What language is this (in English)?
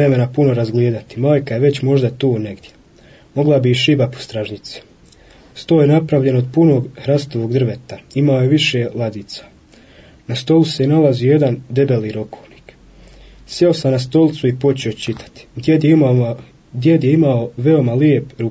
Bosnian